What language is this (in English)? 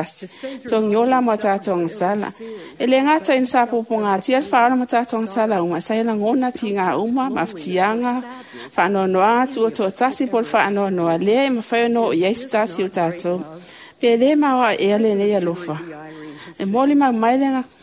Samoan